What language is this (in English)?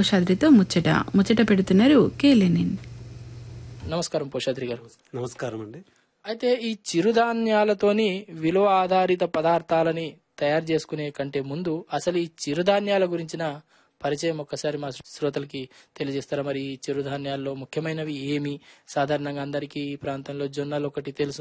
Telugu